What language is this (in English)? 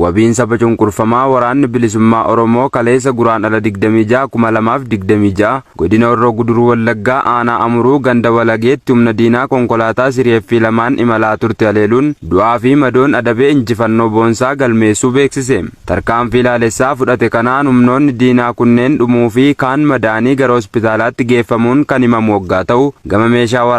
Oromo